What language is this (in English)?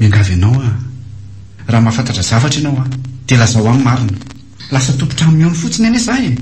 Malagasy